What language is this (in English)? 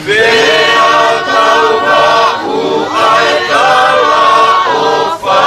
Tongan